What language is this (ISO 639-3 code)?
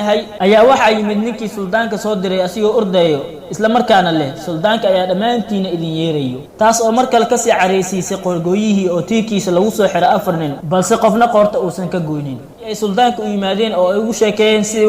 som